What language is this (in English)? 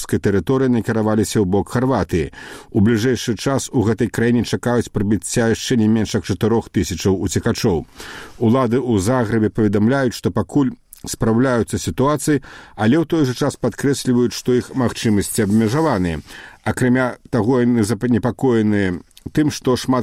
Belarusian